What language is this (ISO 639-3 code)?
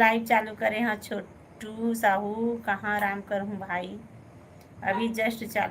hne